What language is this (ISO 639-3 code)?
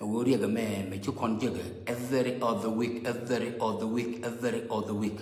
nus